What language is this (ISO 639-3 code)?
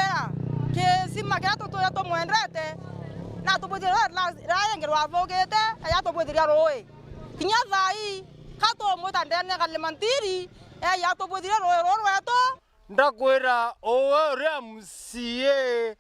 mer